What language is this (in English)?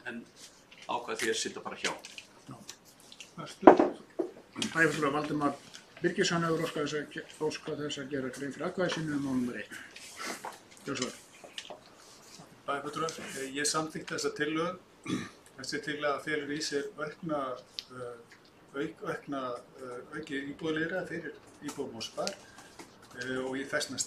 Icelandic